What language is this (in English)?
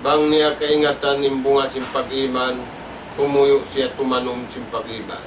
Tausug